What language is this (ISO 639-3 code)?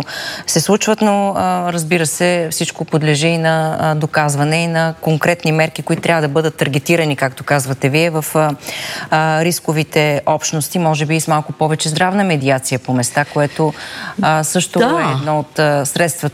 bul